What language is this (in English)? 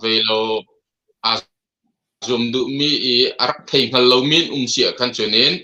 Hakha Chin